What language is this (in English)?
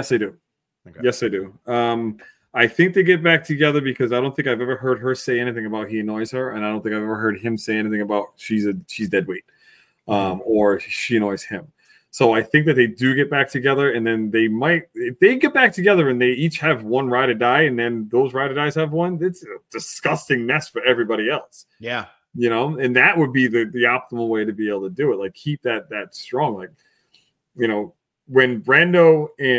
English